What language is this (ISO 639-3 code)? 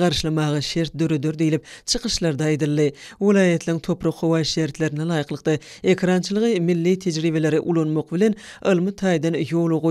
tuk